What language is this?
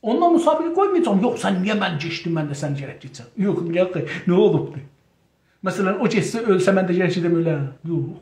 South Azerbaijani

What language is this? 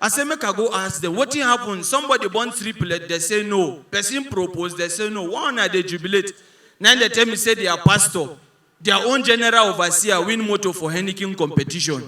Nigerian Pidgin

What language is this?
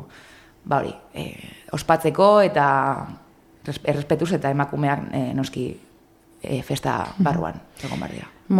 Basque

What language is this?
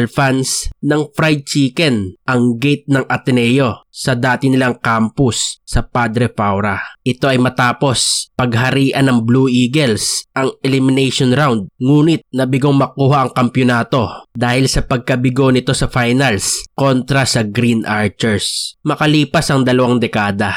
Filipino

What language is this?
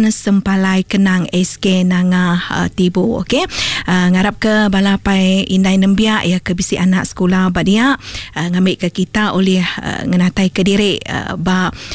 Iban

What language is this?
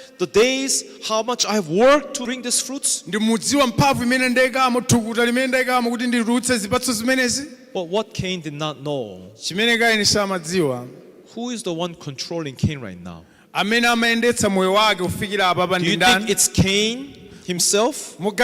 Nyanja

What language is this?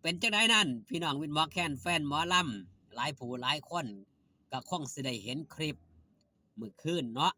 Northeastern Thai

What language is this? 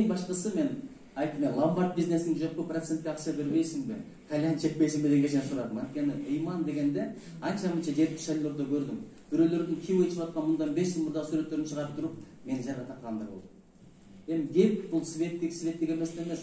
Kyrgyz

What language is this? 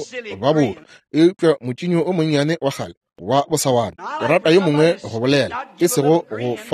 Northern Sotho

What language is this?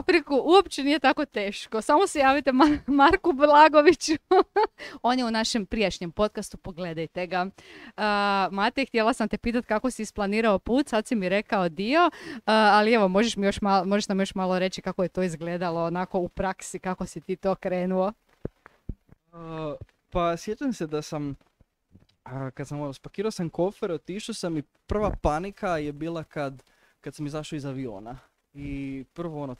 Croatian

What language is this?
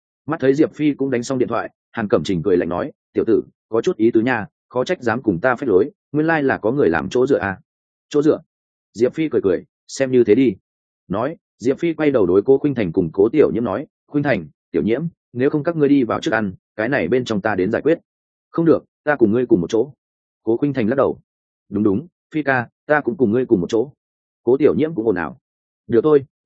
Vietnamese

